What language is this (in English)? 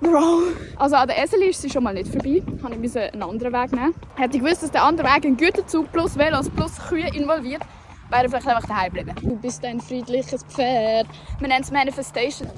Swiss German